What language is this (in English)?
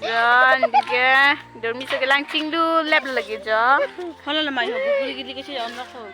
Karbi